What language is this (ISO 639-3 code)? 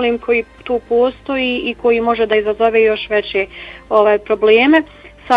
bos